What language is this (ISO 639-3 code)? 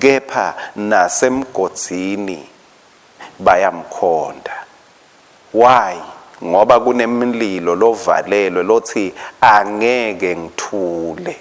ssw